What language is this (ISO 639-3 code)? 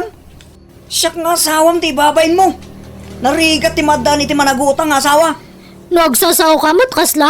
ilo